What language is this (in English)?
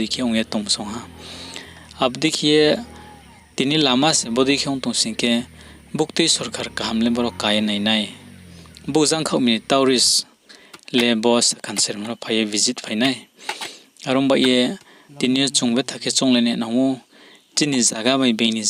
Riang (India)